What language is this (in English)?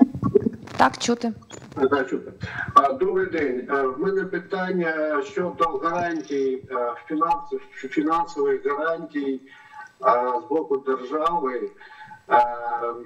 Ukrainian